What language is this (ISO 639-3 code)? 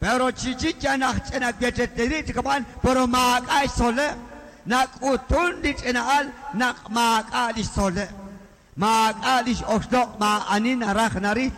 kek